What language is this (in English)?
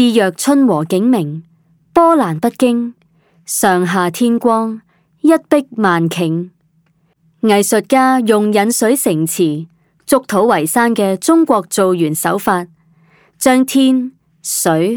Cantonese